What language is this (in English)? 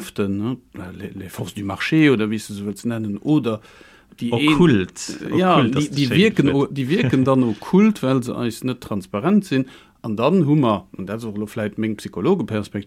Luxembourgish